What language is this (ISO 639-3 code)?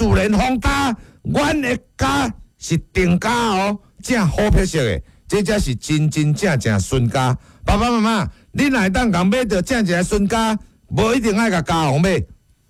nan